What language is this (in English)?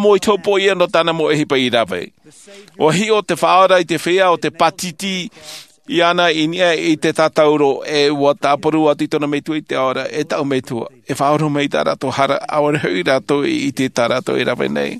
Tahitian